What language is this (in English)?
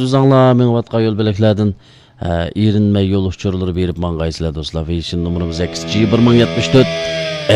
Uyghur